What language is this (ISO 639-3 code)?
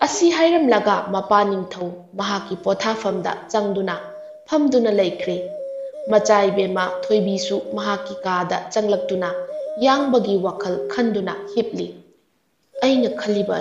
mni